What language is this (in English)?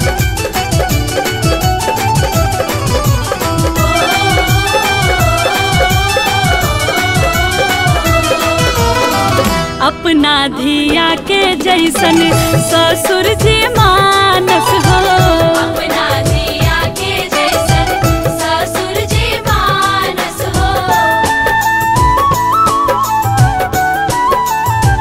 Bhojpuri